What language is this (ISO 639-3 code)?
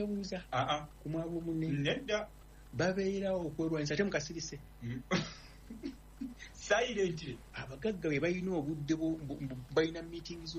lug